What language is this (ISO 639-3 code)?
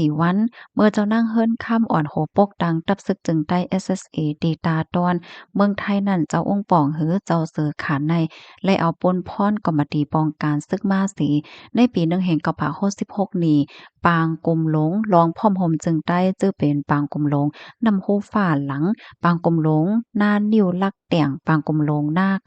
shn